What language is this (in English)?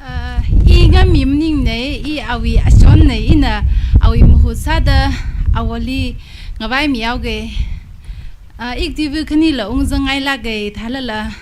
Tangkhul Naga (India)